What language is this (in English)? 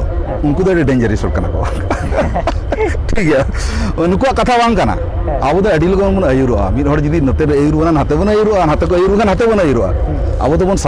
Santali